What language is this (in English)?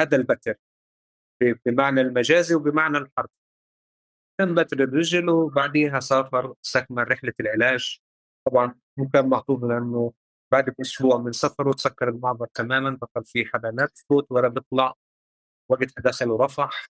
North Levantine Arabic